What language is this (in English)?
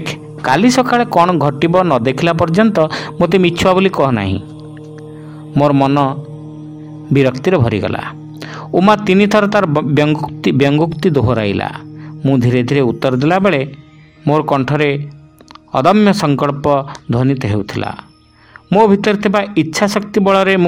Odia